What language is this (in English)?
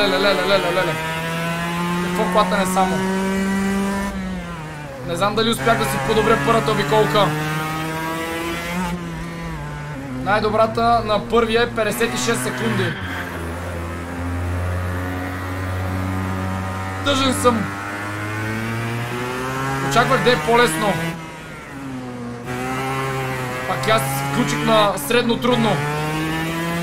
Bulgarian